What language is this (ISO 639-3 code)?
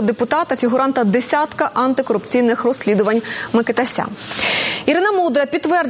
ukr